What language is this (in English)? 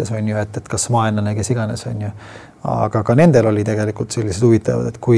Estonian